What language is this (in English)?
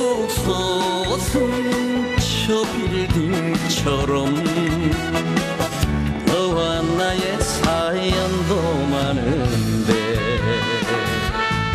Korean